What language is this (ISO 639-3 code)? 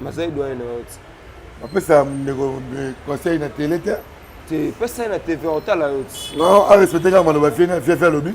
lin